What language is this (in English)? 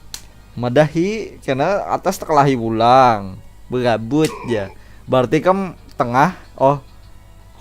Banjar